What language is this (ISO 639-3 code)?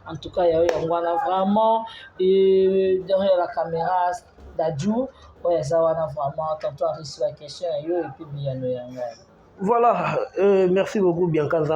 lin